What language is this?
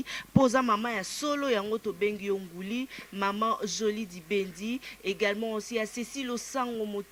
Lingala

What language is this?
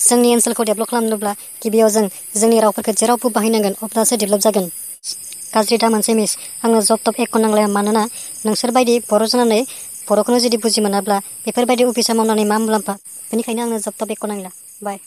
Bodo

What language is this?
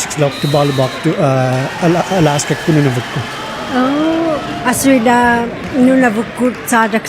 Inuktitut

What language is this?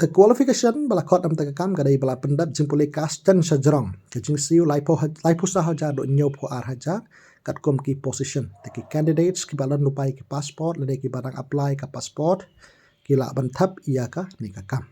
Khasi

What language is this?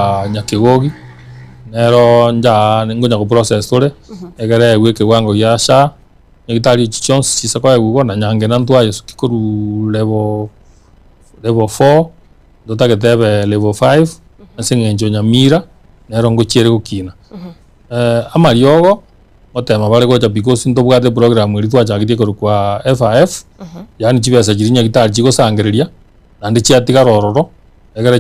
Gusii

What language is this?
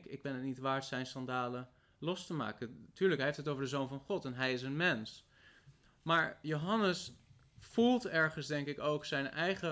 Dutch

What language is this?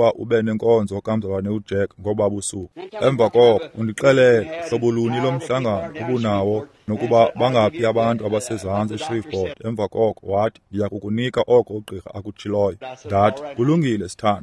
Xhosa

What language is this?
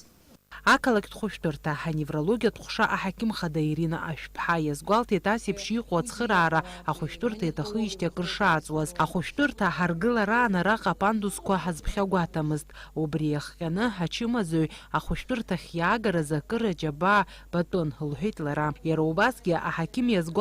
Abkhazian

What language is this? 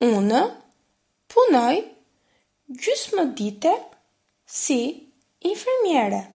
Albanian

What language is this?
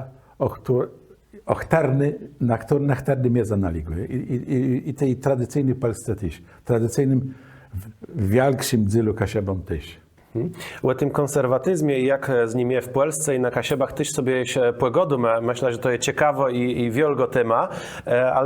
Kashubian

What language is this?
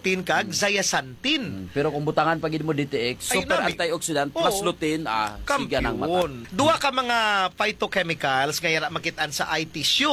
Hiligaynon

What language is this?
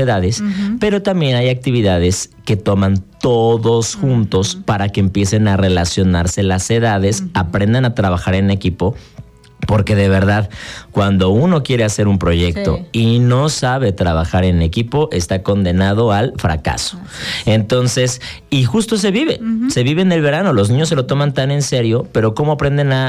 Spanish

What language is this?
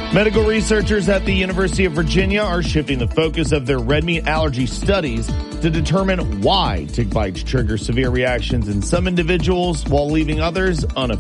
English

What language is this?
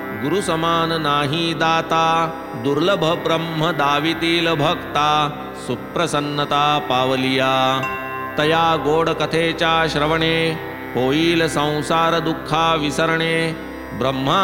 Marathi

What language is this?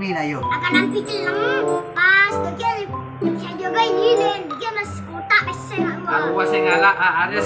Madurese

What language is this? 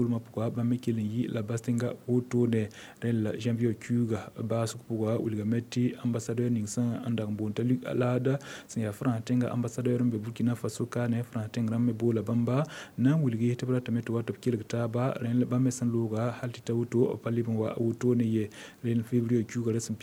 Mossi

